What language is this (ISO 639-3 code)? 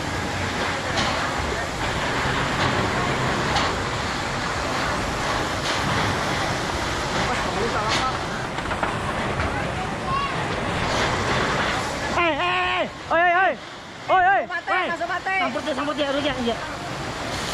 ind